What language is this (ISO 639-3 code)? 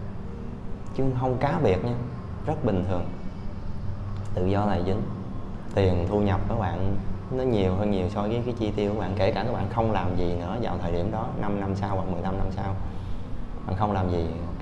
vie